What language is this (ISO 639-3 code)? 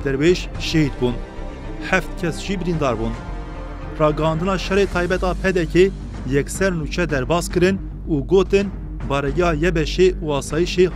kur